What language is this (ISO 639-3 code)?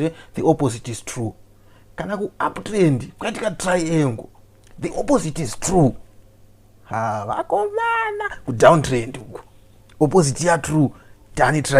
sna